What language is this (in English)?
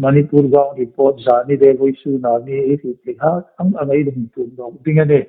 Hmar